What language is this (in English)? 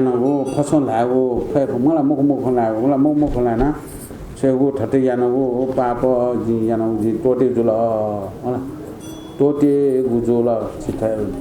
Newari